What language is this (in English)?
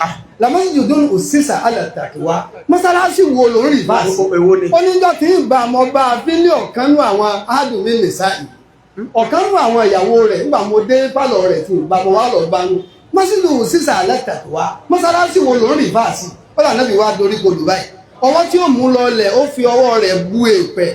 Yoruba